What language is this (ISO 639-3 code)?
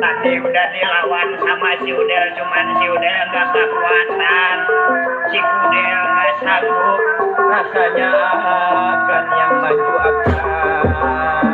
bew